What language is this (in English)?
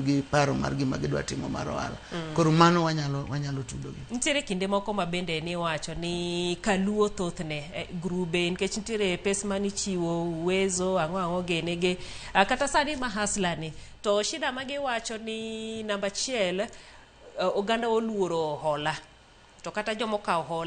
Luo (Kenya and Tanzania)